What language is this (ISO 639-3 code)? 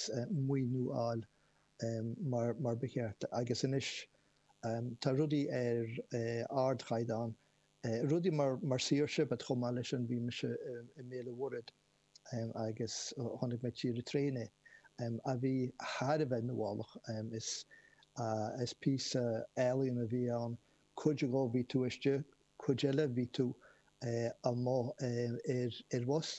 gle